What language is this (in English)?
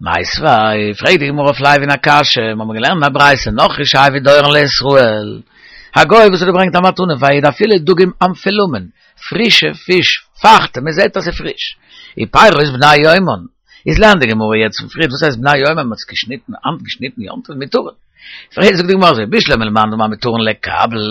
Yiddish